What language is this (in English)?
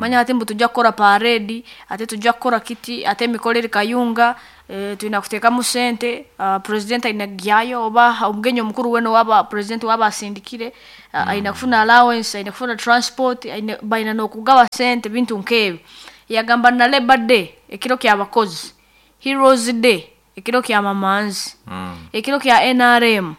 Nyankole